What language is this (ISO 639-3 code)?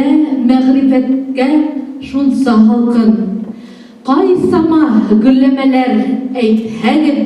bak